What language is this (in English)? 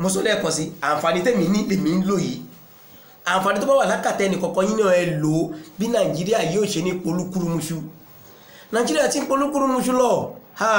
Yoruba